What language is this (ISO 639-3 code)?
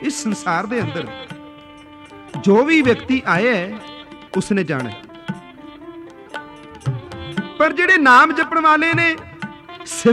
pan